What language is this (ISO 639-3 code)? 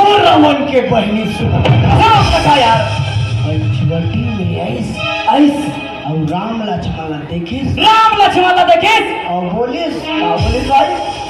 hne